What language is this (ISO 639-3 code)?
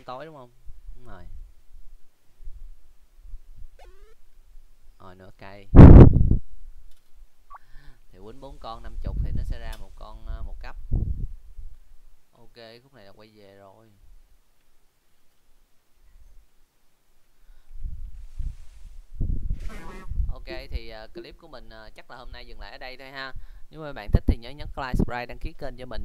vie